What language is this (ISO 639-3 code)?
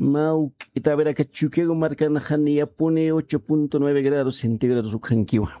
aym